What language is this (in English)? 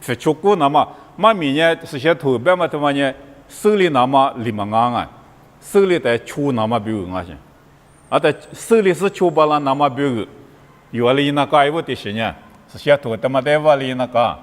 Lisu